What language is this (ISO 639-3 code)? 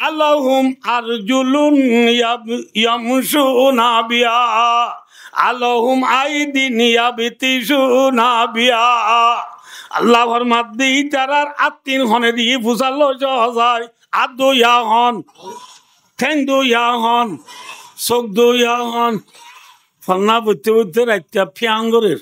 rhg